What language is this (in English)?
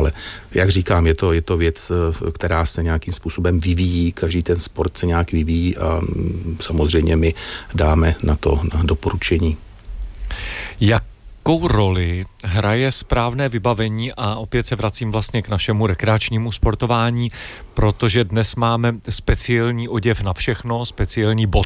Czech